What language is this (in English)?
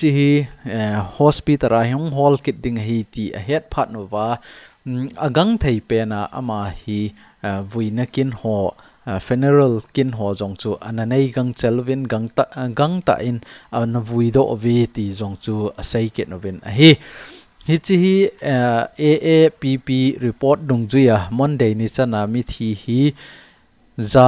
Thado Chin